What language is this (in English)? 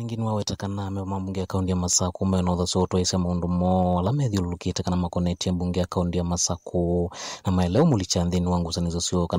Kamba